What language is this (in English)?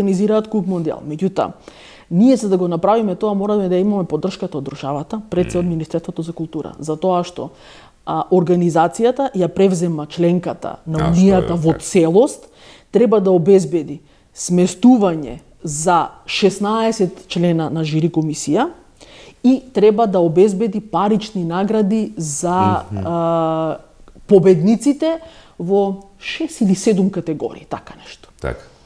Macedonian